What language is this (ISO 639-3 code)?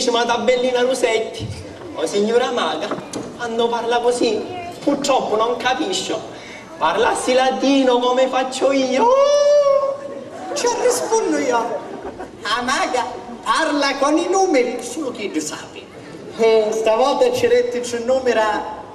scn